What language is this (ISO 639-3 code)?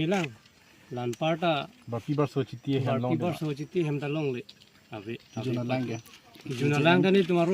mjw